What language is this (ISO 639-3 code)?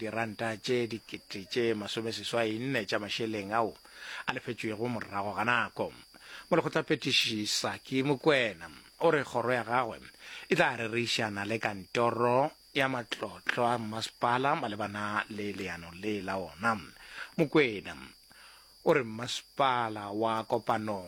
nso